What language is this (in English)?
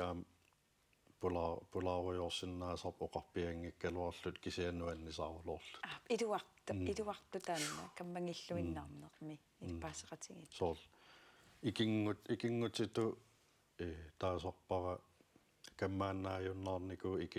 Kalaallisut